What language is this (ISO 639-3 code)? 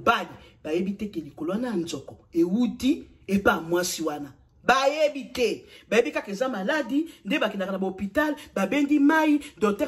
lin